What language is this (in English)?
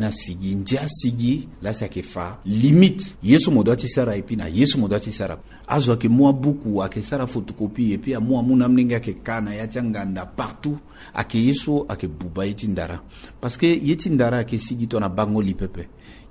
Sango